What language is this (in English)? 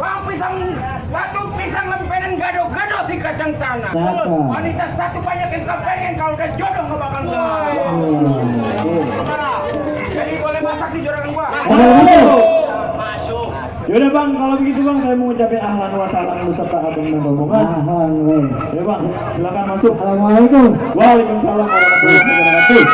Betawi